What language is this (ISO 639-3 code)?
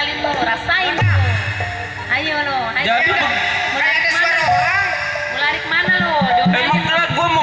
bew